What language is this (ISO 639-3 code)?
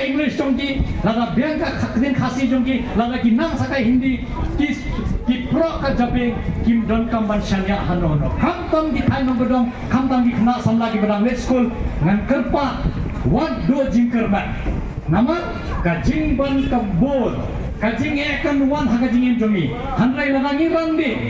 kha